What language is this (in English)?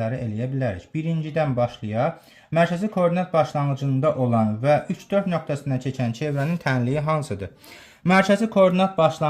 Azerbaijani